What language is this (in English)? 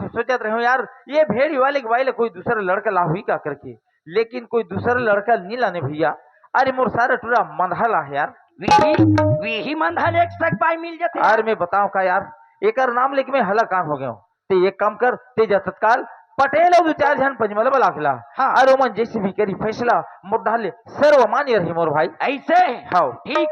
Chhattisgarhi